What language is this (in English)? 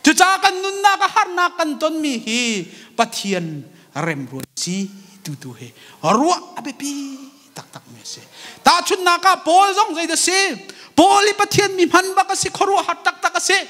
Hakha Chin